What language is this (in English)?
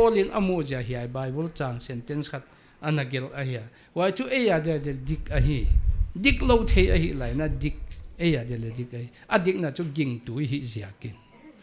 Paite Chin